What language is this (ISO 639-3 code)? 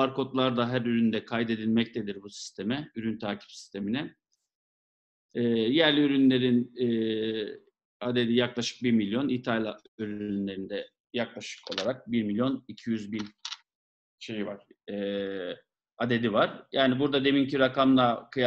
tur